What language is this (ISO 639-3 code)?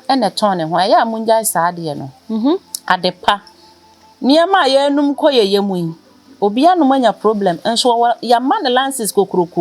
aka